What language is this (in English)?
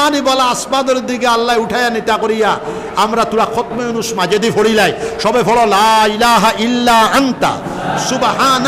Sylheti